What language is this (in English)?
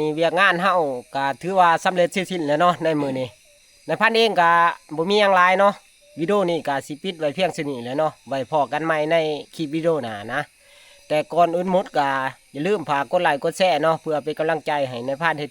Northeastern Thai